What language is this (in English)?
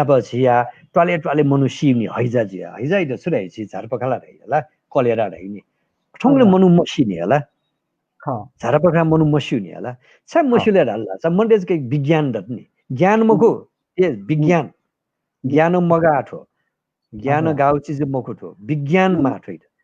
Newari